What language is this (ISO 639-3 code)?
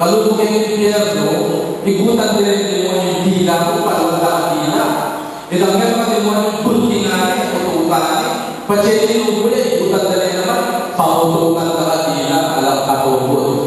pam